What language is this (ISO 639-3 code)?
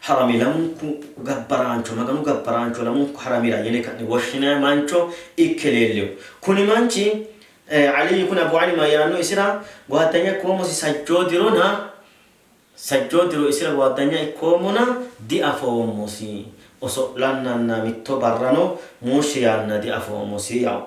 sid